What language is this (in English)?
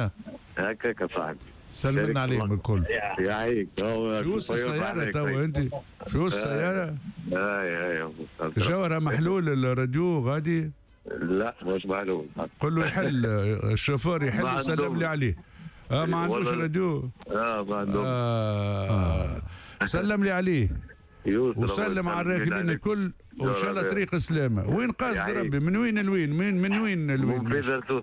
Tunisian Arabic